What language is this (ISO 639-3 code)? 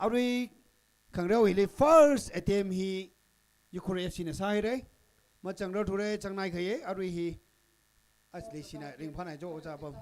nmf